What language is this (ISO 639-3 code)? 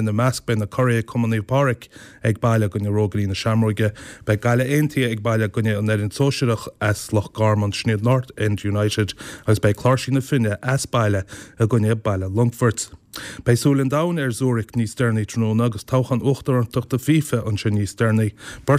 gle